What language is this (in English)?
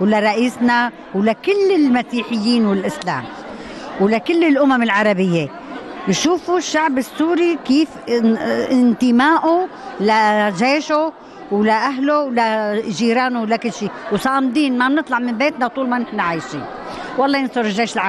North Levantine Arabic